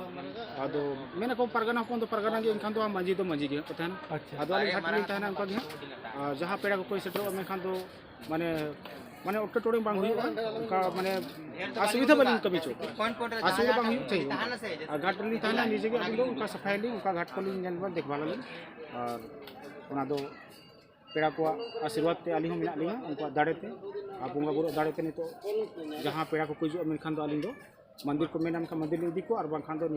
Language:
Santali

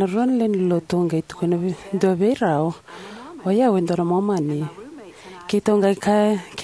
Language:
Fijian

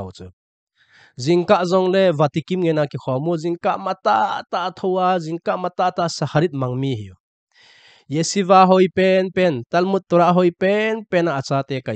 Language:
Thado Chin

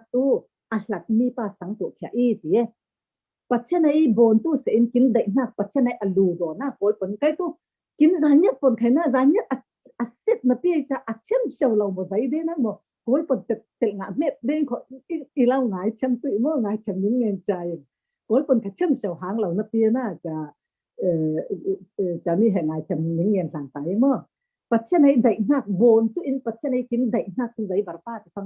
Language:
Falam Chin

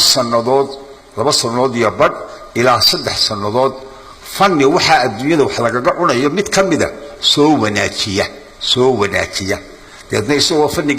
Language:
Somali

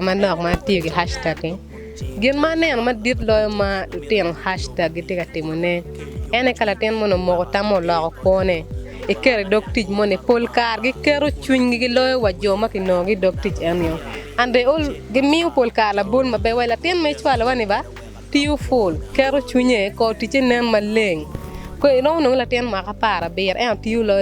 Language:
Acoli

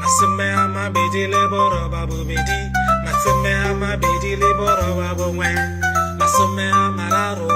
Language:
Tswana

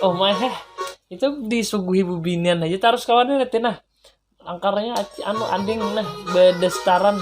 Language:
Banjar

